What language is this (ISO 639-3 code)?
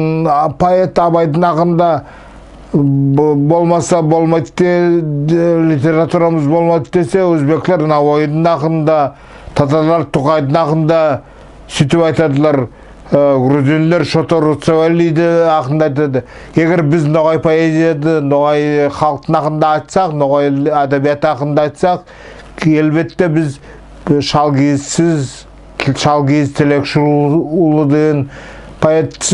nog